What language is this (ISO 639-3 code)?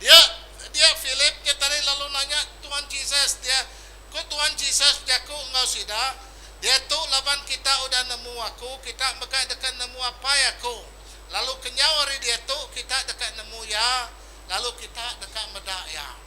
iba